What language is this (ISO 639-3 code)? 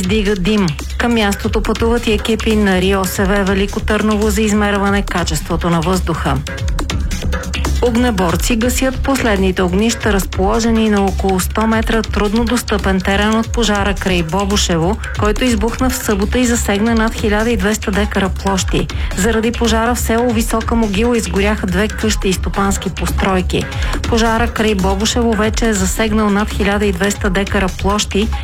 bul